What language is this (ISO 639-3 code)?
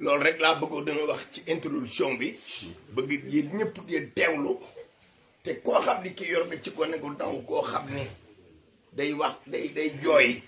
wol